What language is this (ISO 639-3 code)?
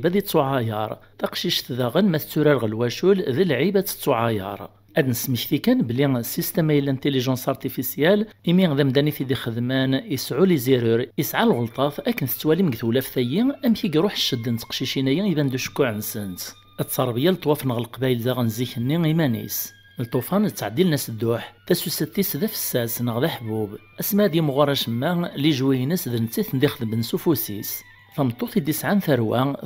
kab